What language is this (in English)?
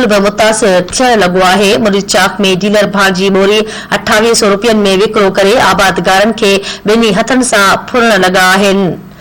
Sindhi